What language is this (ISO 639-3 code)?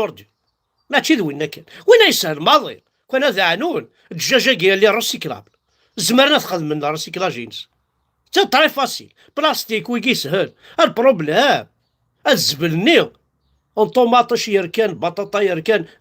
kab